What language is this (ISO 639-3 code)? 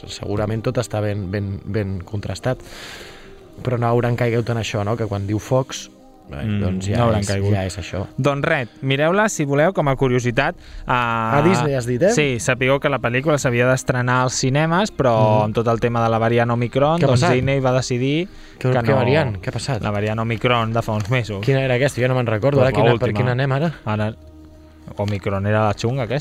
cat